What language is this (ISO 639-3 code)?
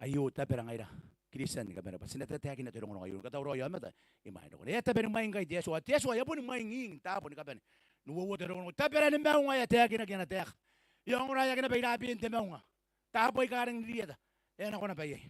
gil